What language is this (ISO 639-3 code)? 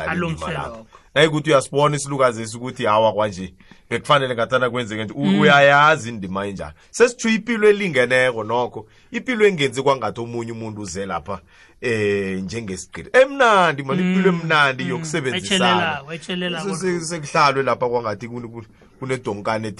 nbl